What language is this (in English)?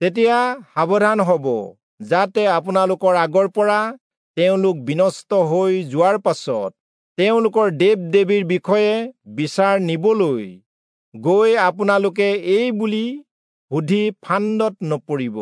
Assamese